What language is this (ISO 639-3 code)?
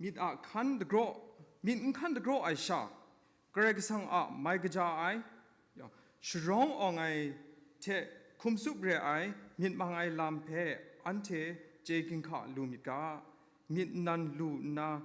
kac